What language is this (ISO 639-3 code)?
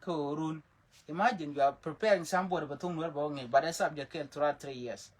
nus